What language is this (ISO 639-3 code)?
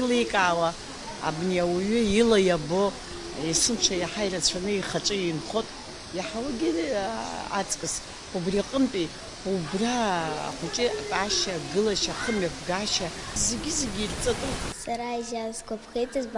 abk